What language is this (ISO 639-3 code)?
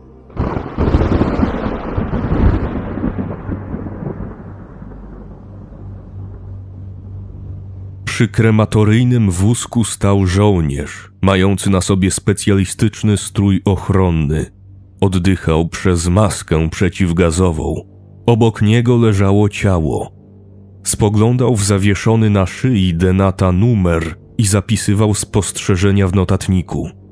pol